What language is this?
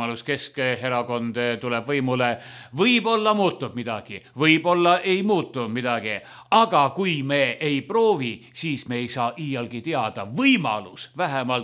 Estonian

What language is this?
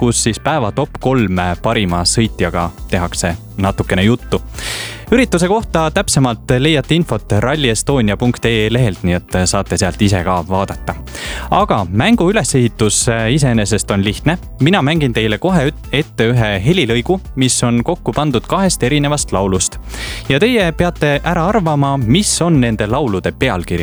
Estonian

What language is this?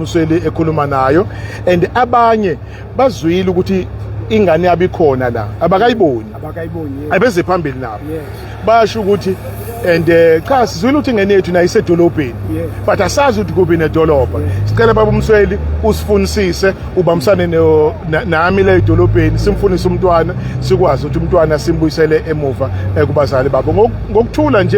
Zulu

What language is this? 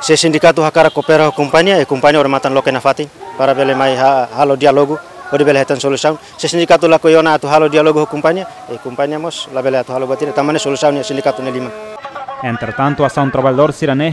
Tetum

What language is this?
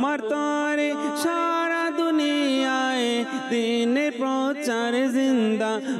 Bangla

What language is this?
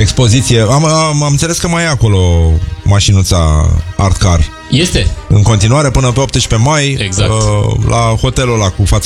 Romanian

